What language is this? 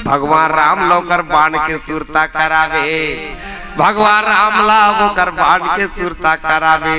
Chhattisgarhi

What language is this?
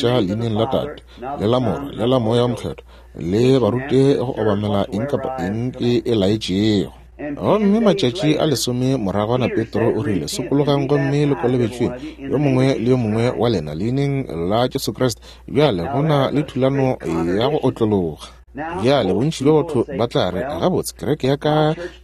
Northern Sotho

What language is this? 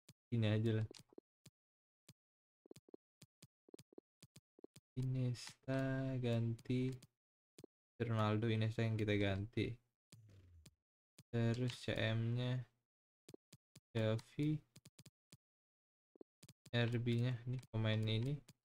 Indonesian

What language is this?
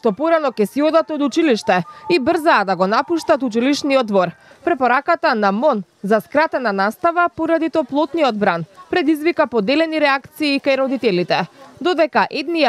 Macedonian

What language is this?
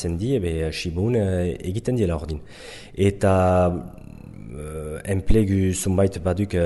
Basque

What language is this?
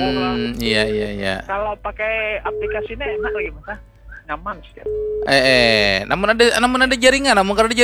Banjar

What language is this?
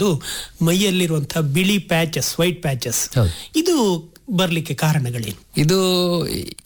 Kannada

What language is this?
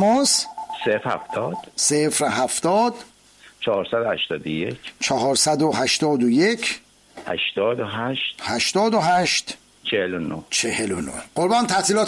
Persian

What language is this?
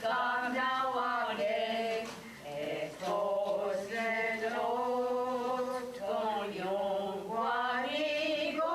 Mohawk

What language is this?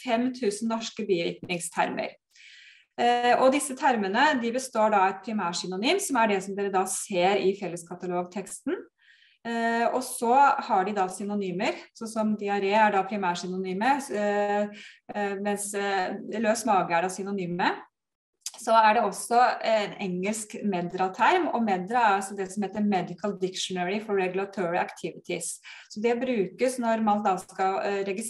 Norwegian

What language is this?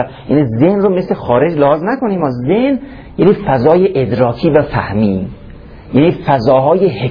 Persian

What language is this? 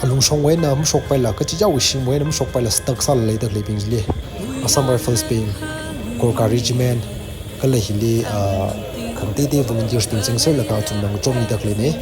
Tangkhul Naga (India)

